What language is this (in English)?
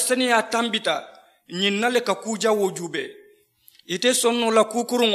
Mandingo